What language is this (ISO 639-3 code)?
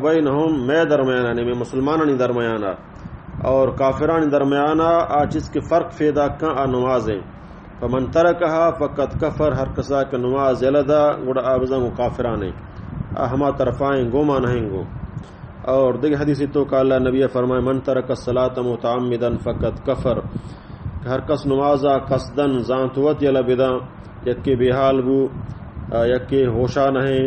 bal